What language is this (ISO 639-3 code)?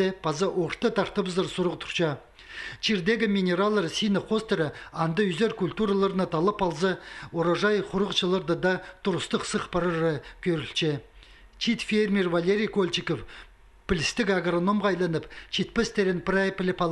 kjh